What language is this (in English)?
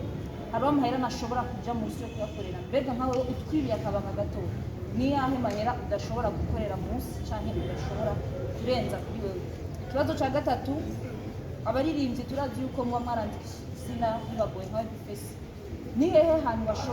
Rundi